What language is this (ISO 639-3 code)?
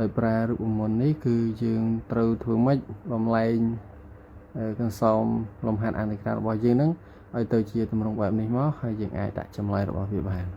khm